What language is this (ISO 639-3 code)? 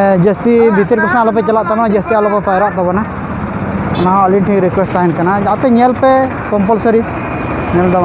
sat